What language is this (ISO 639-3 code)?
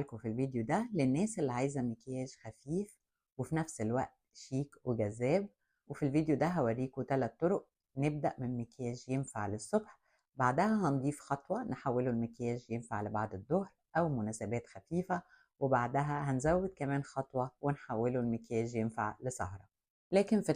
arz